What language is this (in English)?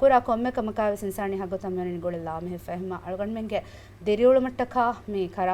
Divehi